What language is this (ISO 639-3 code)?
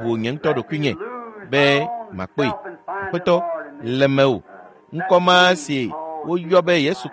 ewe